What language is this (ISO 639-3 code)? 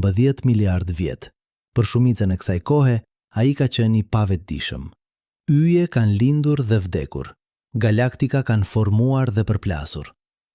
sqi